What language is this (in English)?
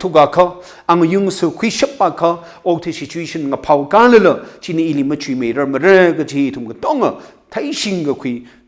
Tangkhul Naga (India)